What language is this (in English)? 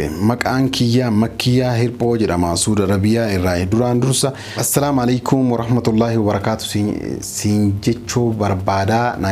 Oromo